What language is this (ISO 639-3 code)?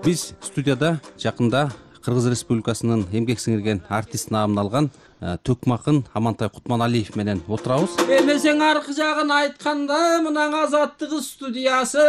kir